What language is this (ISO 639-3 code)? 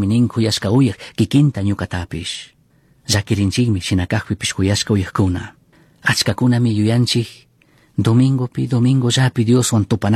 qug